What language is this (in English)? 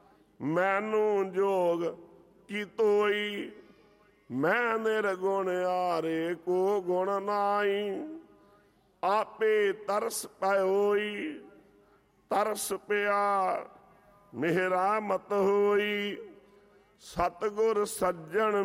Punjabi